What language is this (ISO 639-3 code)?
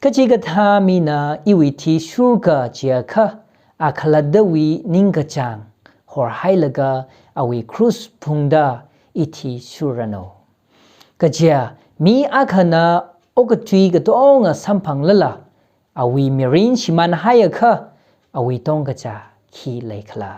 nmf